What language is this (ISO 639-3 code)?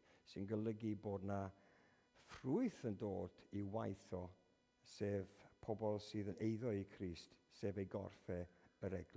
cym